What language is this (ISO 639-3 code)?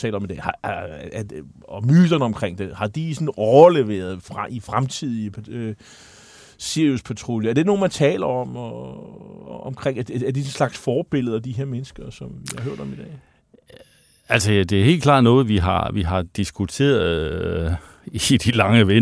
dan